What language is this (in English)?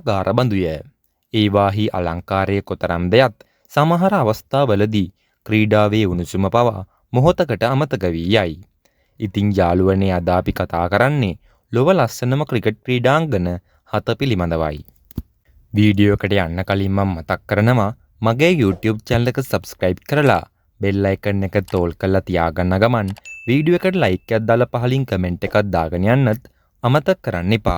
Sinhala